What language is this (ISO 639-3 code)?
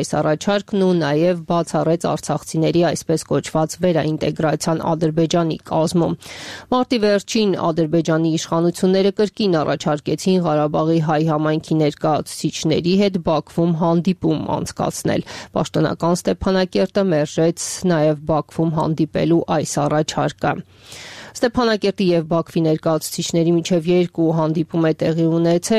hye